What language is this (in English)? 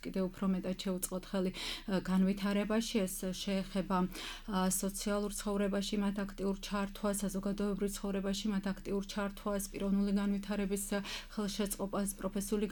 Georgian